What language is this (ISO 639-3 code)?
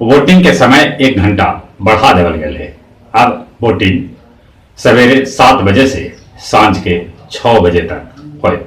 mag